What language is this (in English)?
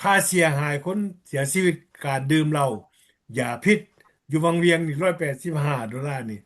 Lao